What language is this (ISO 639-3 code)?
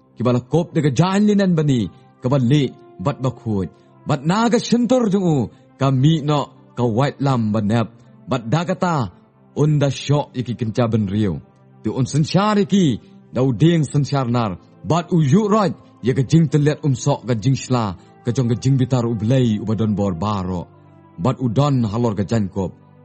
kha